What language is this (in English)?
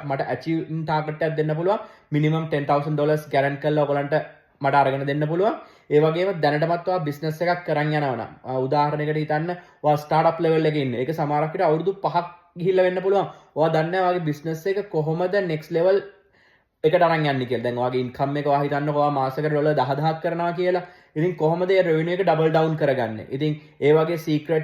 Sinhala